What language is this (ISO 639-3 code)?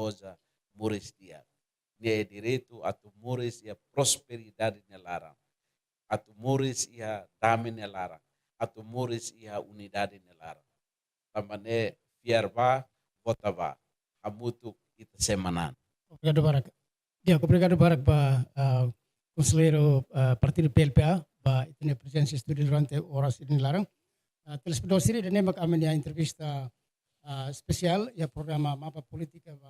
tet